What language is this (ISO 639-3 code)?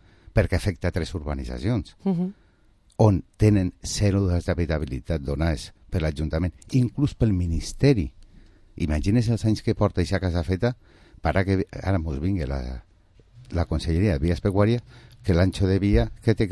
cat